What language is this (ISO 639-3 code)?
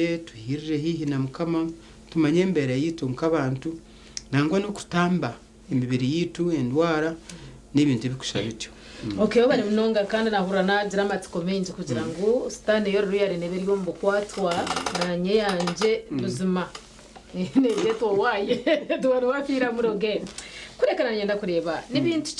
nyn